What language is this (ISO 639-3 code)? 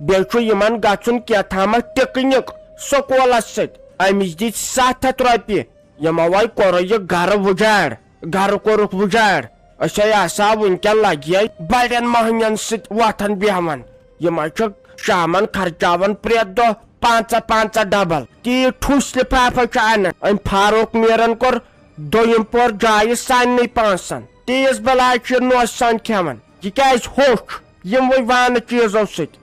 kas